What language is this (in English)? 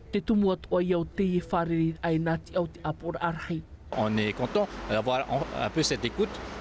Tahitian